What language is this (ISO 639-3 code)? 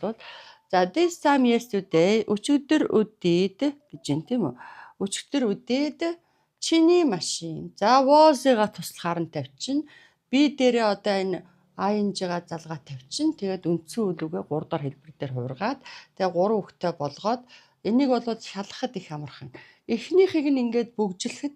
mon